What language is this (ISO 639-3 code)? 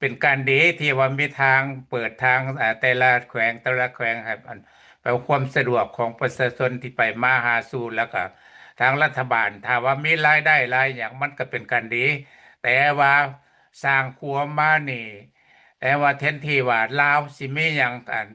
lao